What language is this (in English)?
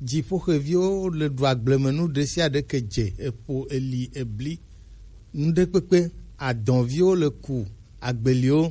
Gen